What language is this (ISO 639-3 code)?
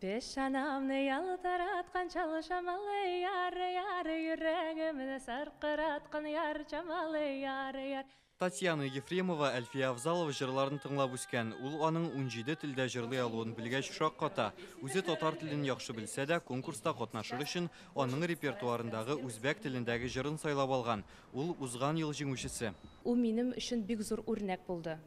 tat